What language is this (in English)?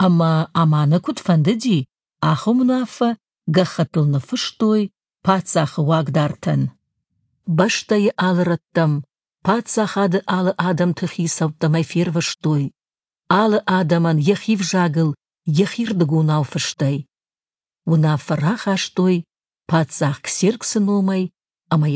Ossetic